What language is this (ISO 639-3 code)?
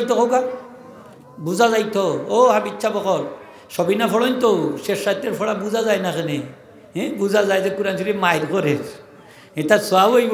syl